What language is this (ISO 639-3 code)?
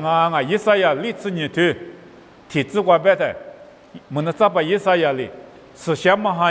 lis